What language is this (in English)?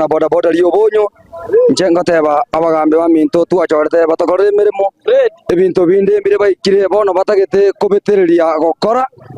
Gusii